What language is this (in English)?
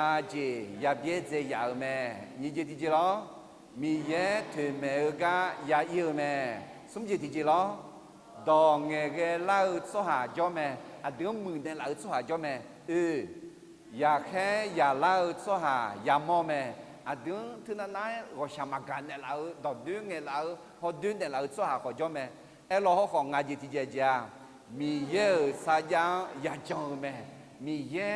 Akha